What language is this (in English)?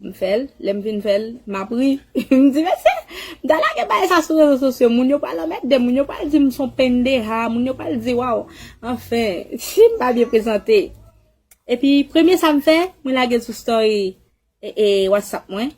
Haitian Creole